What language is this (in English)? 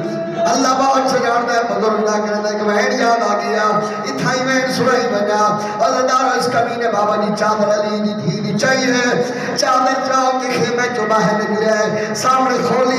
Saraiki